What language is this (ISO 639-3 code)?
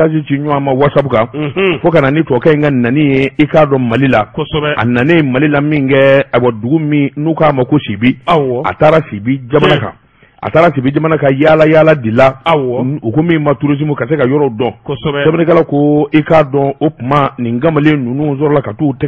bam